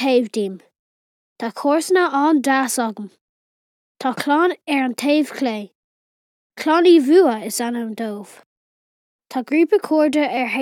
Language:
Irish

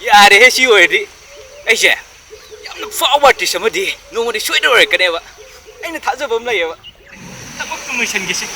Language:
Manipuri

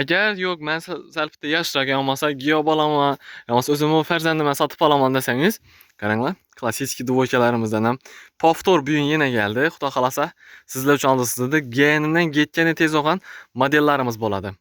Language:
Uzbek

